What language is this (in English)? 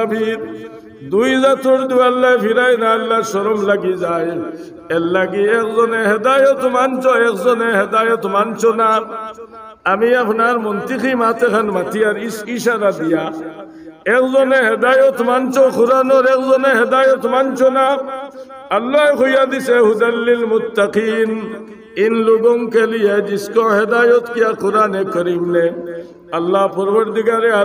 Sylheti